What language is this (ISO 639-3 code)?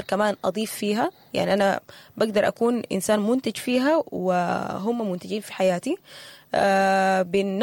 apd